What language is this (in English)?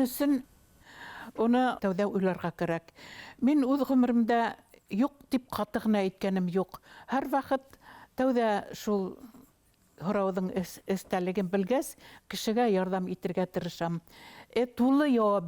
Bashkir